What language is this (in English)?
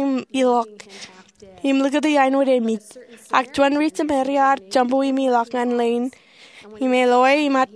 Marshallese